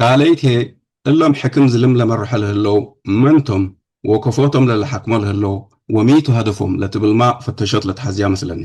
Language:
Tigre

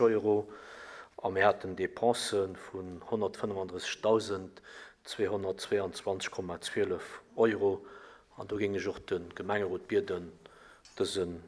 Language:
Luxembourgish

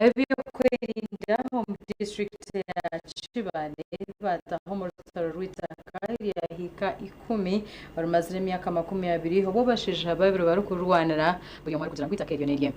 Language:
Nyankole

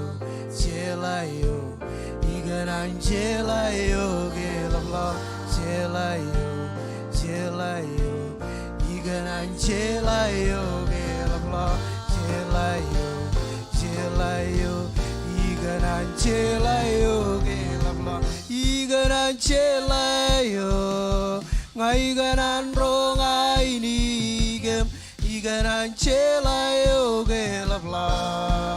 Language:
Marshallese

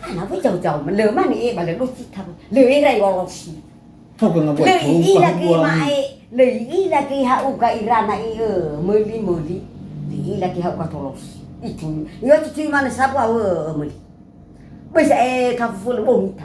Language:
Nias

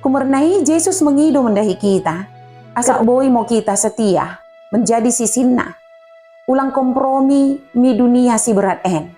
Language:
Batak Dairi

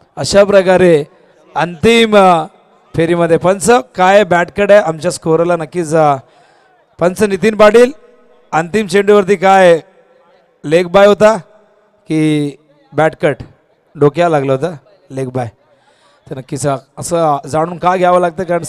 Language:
Marathi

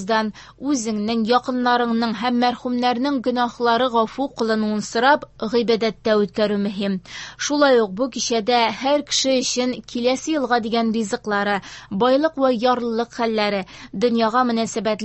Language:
Tatar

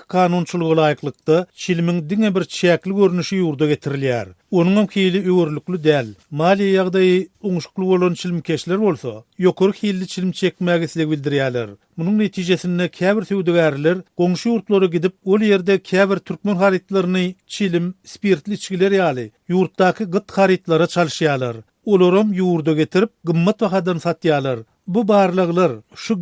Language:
Turkmen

